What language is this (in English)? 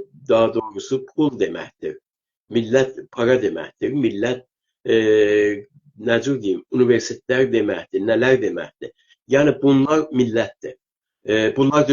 South Azerbaijani